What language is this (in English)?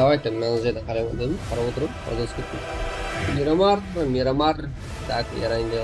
Kara-Kalpak